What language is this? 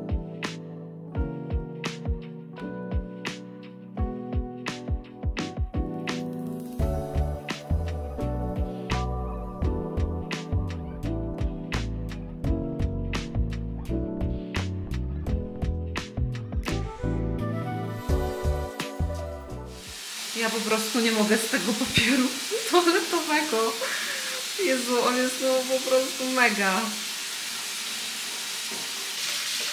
Polish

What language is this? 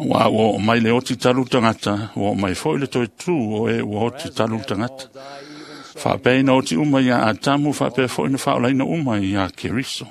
Samoan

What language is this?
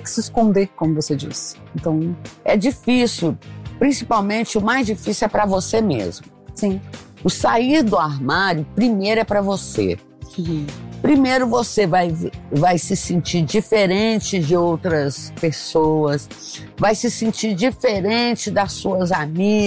Portuguese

